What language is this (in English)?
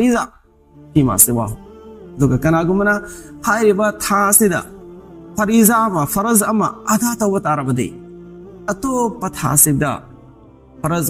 Manipuri